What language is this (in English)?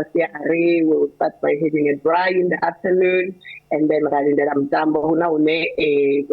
Venda